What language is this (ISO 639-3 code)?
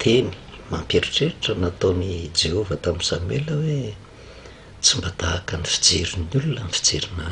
mlg